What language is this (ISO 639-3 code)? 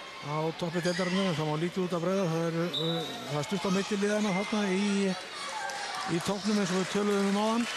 isl